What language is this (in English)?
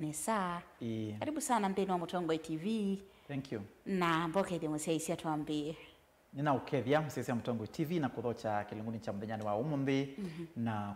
Kamba